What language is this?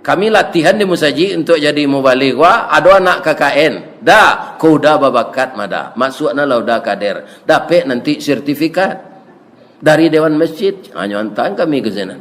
Minangkabau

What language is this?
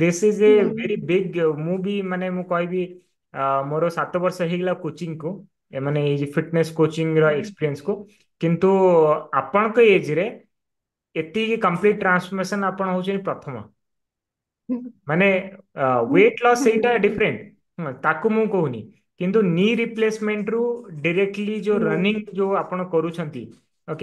Odia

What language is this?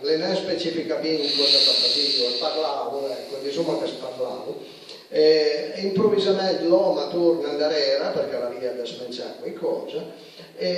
Piedmontese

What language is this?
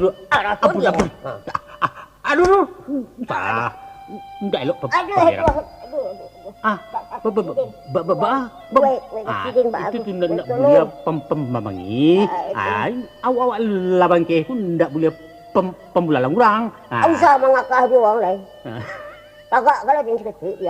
Minangkabau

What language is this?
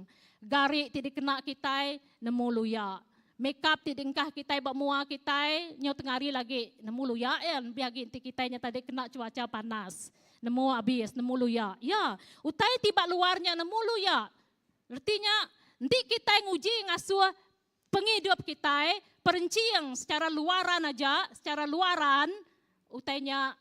Iban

